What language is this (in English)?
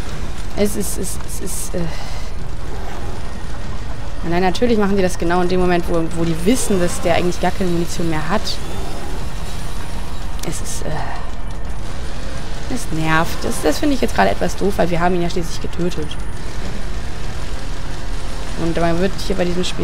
German